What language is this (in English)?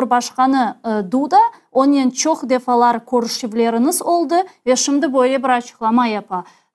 Crimean Tatar